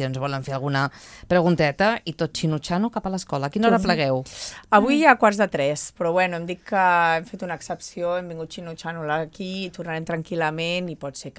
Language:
Catalan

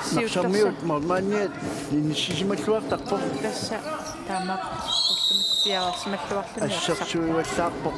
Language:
Kalaallisut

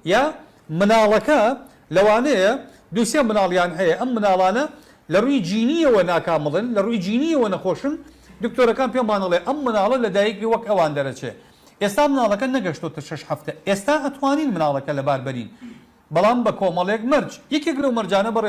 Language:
Central Kurdish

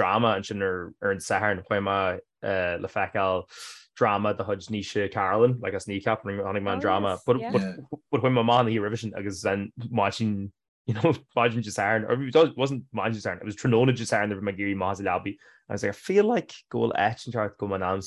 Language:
Irish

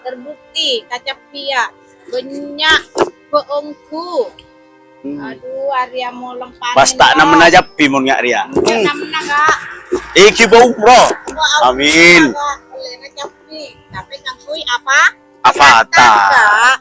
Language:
Madurese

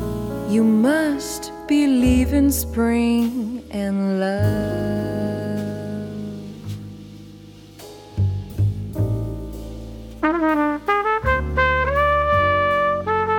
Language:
French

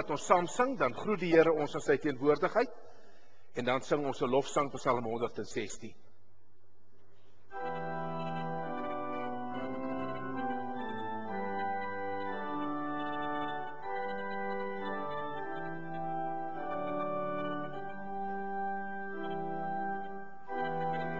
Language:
Afrikaans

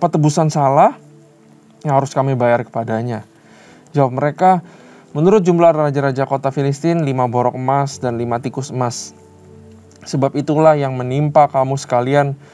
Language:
Indonesian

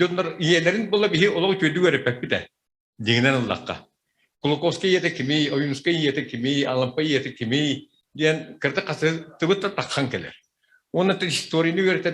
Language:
Yakut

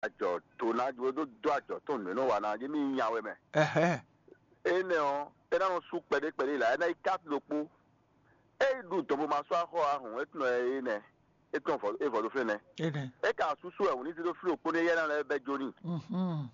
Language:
Fon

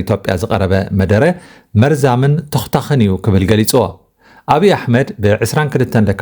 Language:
Tigrinya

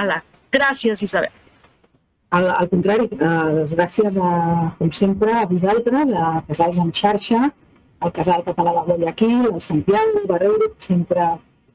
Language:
Catalan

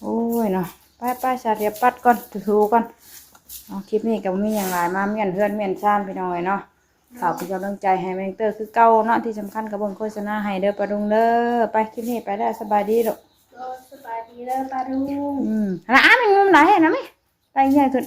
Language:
Northeastern Thai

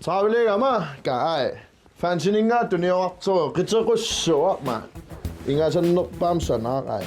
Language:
Kalaallisut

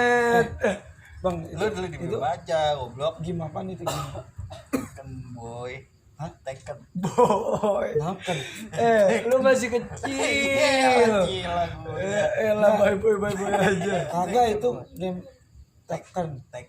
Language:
Betawi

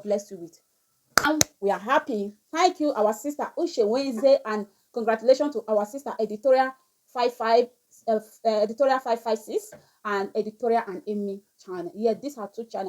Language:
Nigerian Pidgin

